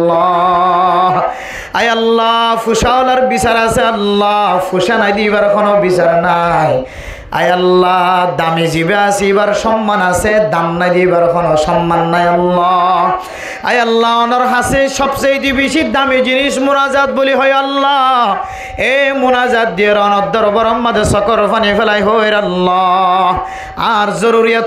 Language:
Rohingya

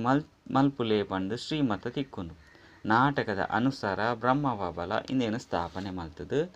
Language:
Tulu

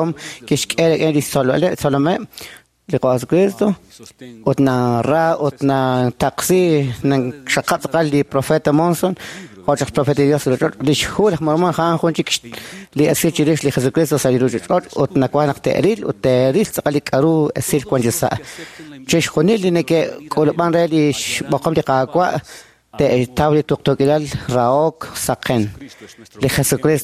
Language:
Kekchí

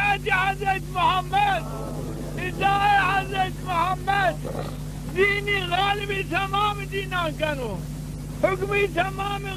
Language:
Zaza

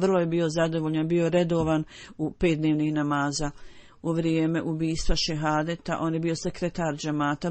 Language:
Bosnian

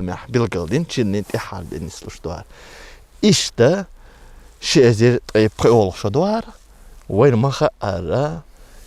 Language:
Chechen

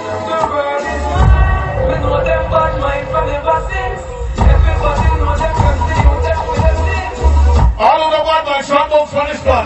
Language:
Jamaican Creole English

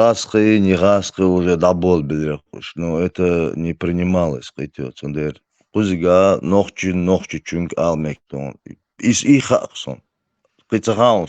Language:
Chechen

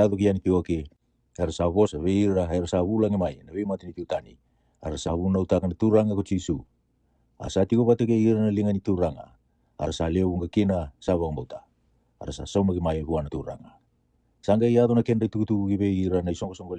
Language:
Fijian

